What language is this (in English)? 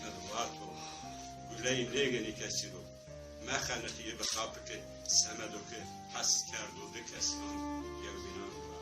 Zaza